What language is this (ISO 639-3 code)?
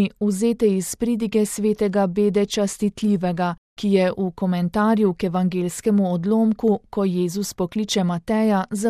slv